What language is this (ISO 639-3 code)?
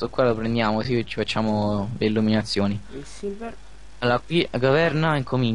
ita